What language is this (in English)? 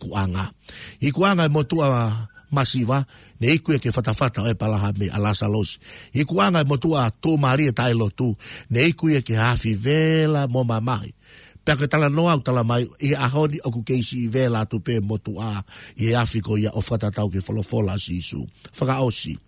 Tongan